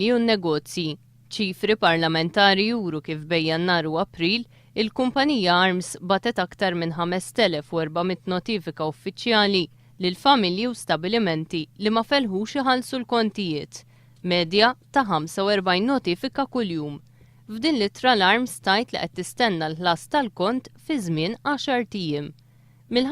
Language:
Maltese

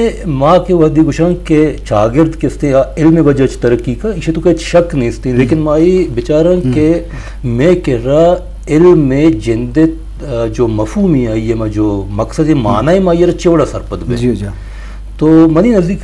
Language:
Eastern Balochi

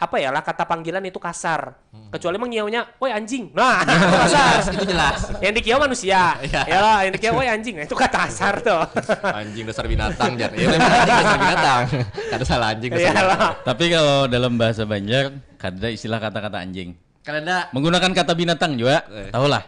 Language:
Banjar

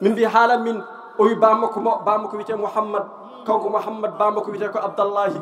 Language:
Fula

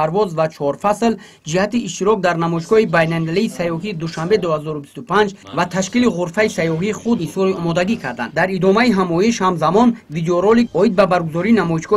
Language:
Tajik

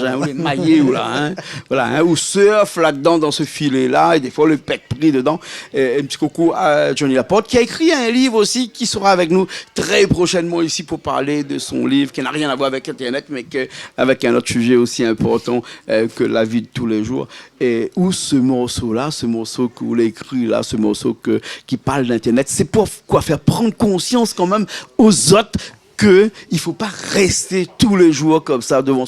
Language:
Réunion Creole French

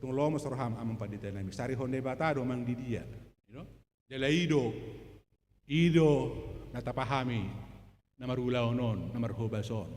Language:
Batak Toba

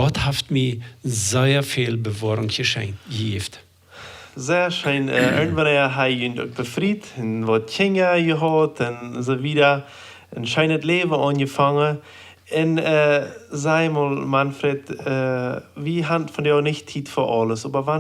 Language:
Plautdietsch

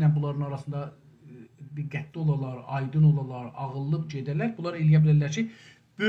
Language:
South Azerbaijani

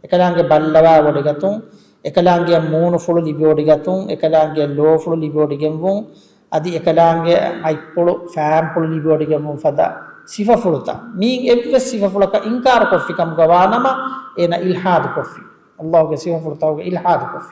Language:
Divehi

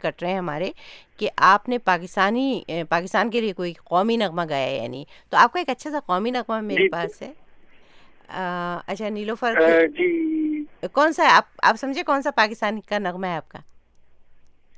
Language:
Urdu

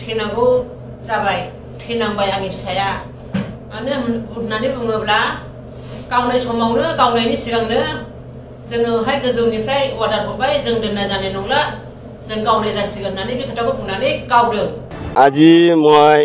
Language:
Bodo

